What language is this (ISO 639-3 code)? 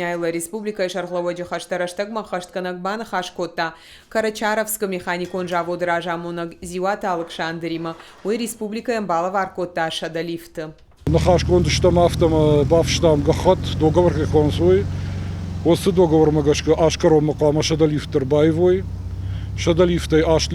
oss